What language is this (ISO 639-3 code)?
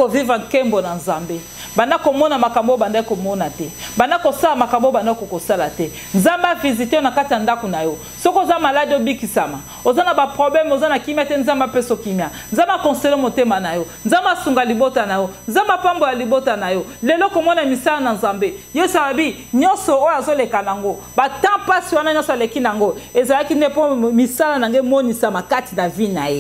lin